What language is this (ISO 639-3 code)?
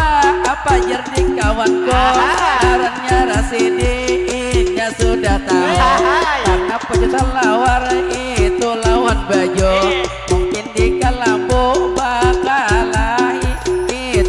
bjn